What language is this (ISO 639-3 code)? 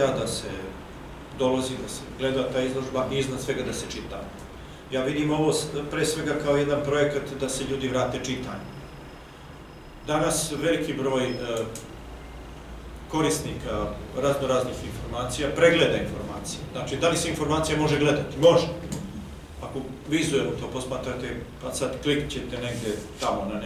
srp